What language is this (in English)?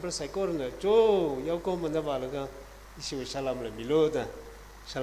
Tangkhul Naga (India)